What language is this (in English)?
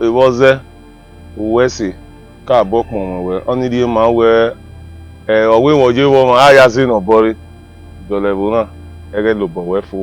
Bini